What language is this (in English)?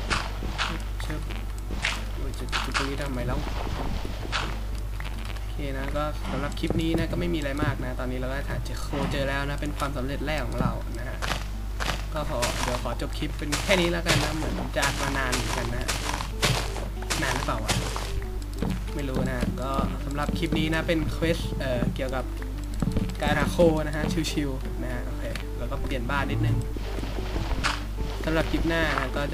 Thai